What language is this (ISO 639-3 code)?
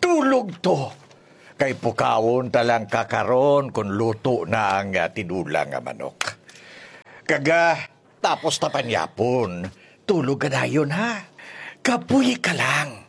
hil